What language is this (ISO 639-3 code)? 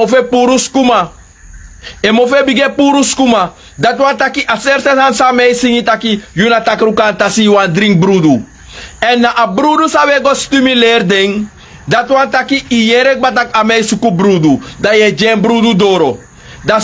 srn